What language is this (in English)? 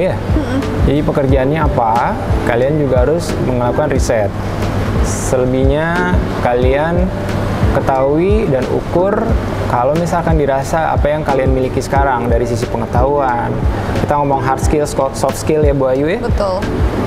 Indonesian